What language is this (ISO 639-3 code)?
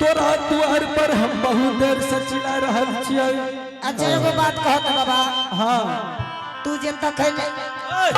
anp